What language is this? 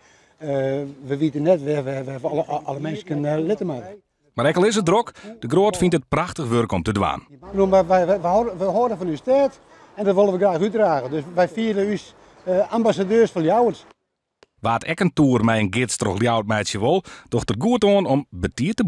Western Frisian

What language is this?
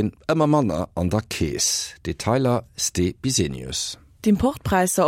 Luxembourgish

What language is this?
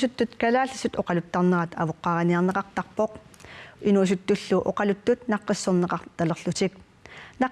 Kalaallisut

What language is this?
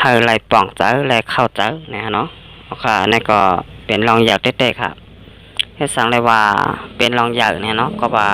Shan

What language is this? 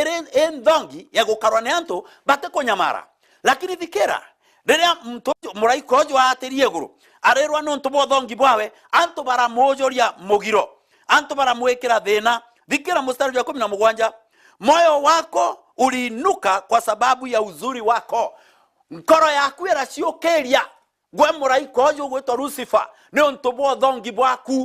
Meru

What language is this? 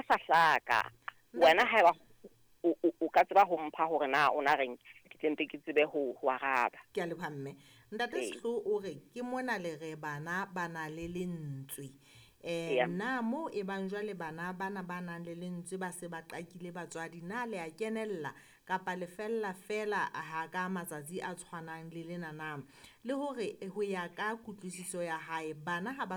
Southern Sotho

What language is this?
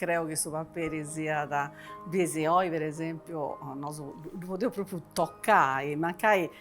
Sardinian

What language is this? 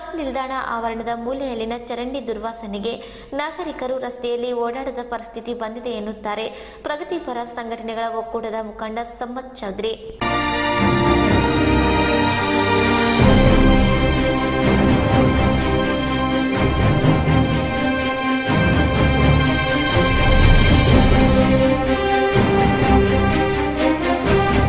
Kannada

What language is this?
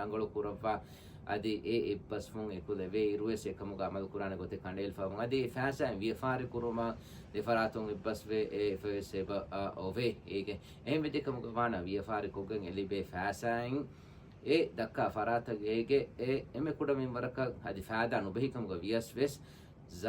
Divehi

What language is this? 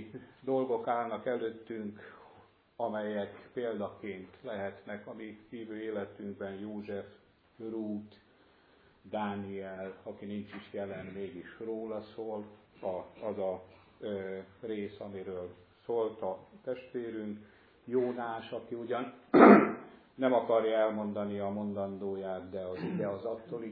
Hungarian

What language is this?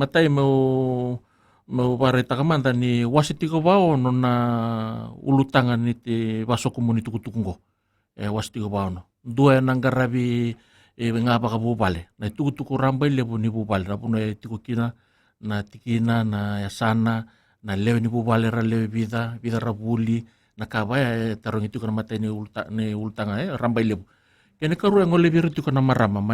Fijian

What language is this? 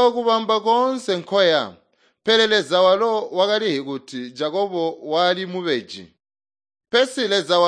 Tonga (Zambia)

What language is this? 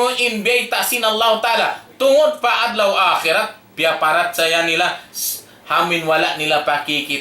Tausug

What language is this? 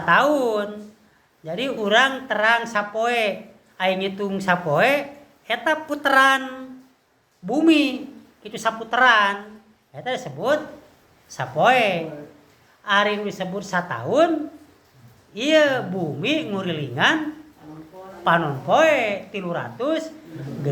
Sundanese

